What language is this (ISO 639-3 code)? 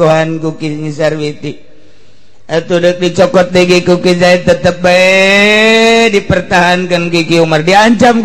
sun